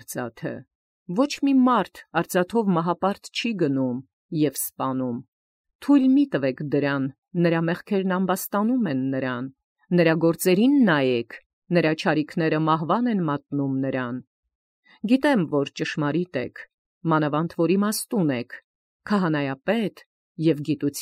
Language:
Armenian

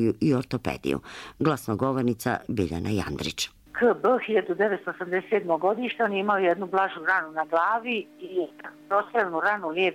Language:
Croatian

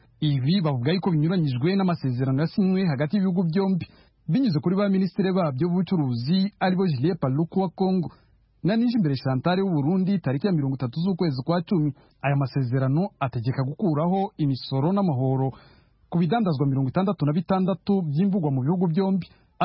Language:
Kinyarwanda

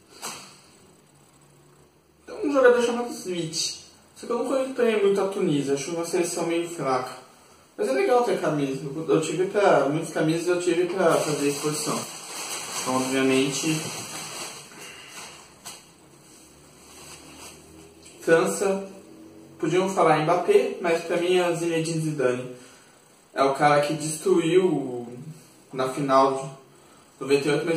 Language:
Portuguese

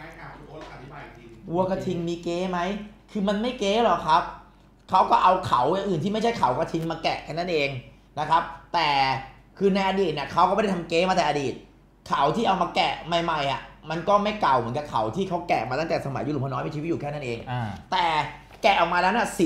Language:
Thai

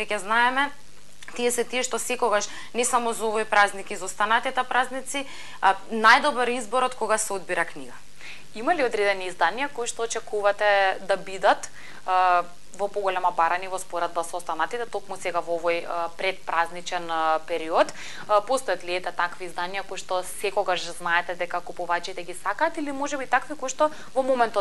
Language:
Macedonian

